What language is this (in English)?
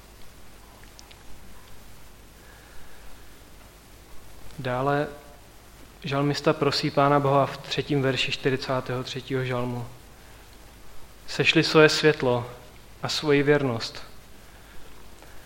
Czech